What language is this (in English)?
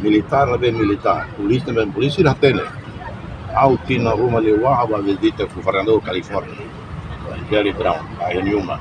Tetum